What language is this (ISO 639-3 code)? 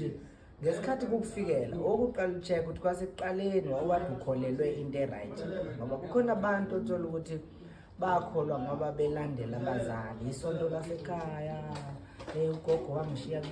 zul